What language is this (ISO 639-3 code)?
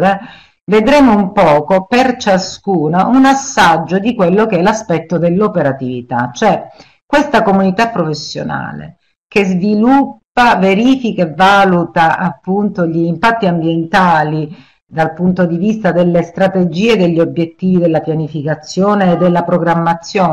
ita